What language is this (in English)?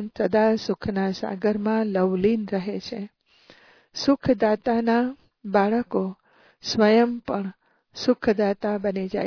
Gujarati